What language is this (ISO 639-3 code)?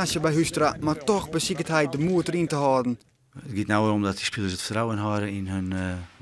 fry